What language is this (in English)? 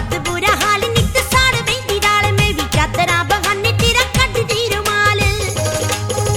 Punjabi